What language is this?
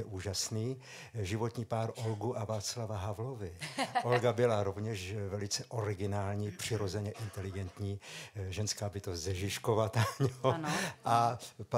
Czech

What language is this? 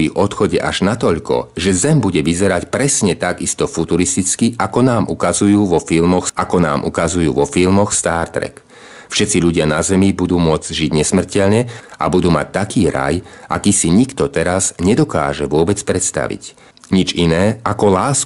Slovak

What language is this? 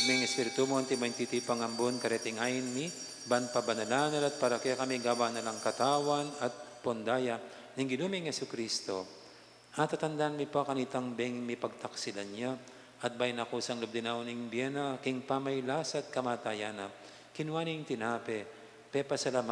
Pampanga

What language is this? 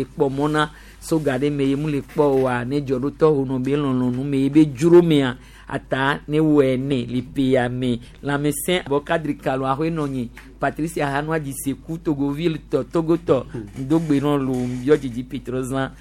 Gen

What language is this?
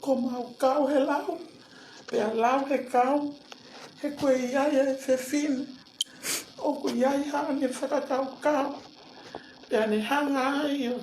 Tongan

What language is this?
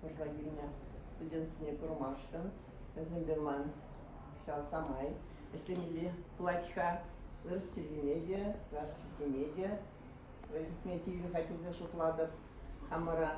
Chuvash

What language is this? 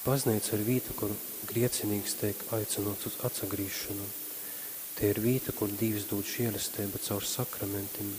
Latgalian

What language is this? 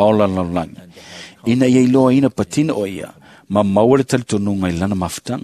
Samoan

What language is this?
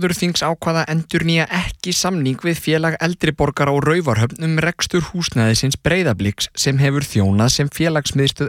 Icelandic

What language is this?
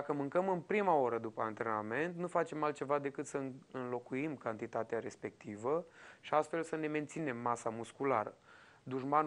Romanian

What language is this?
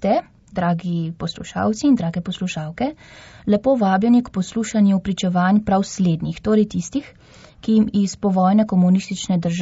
Slovenian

